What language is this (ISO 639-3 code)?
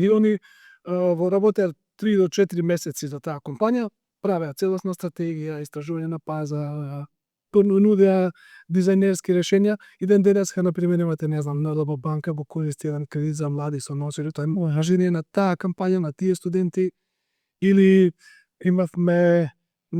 mkd